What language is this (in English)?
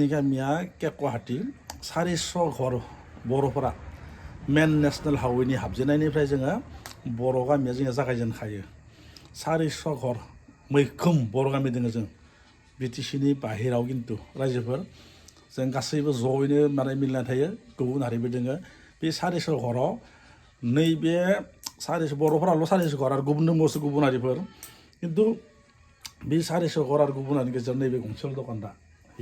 Bodo